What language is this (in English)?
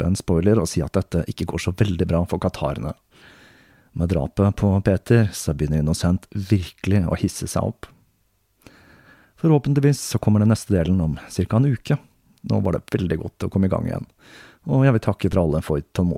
Norwegian